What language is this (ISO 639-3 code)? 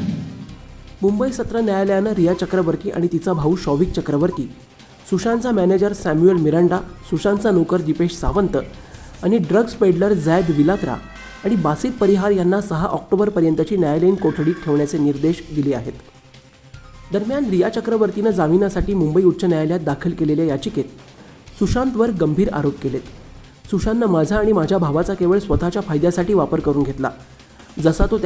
mar